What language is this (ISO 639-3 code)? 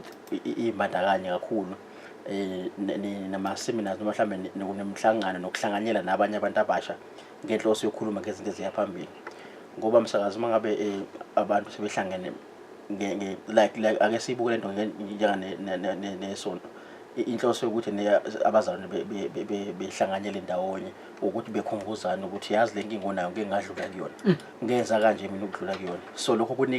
zul